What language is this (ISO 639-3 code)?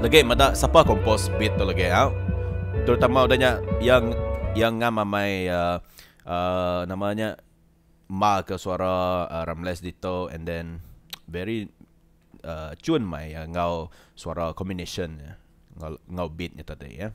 iba